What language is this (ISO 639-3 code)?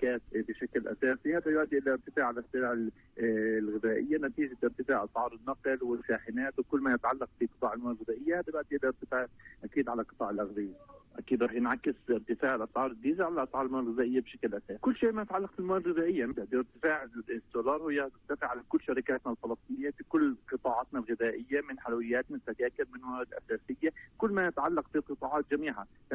apc